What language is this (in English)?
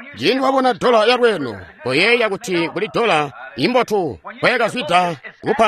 Tonga (Zambia)